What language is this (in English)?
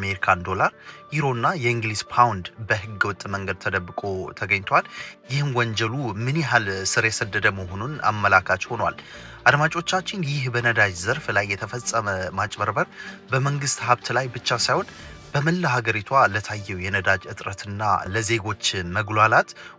Amharic